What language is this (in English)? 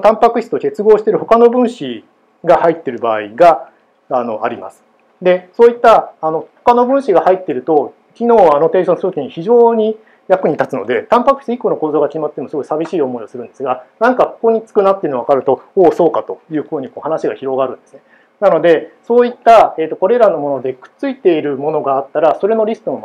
Japanese